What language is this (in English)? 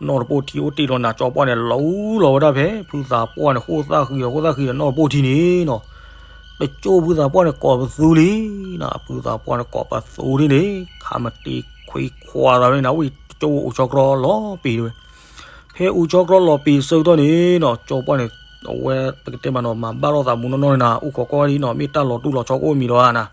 S'gaw Karen